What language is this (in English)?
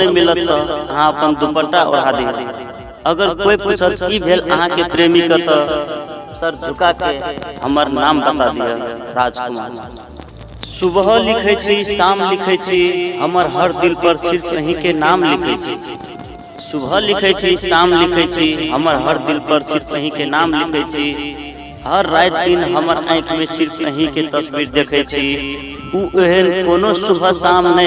Maithili